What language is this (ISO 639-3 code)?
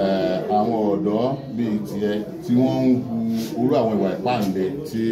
yor